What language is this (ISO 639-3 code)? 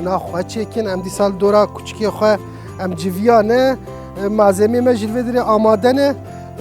kur